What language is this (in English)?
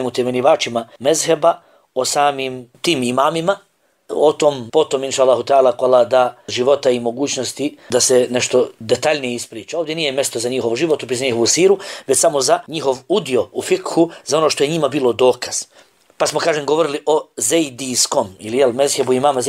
Bosnian